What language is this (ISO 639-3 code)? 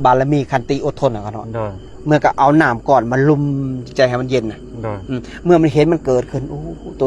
lao